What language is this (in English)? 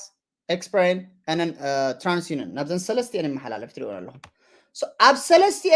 Tigrinya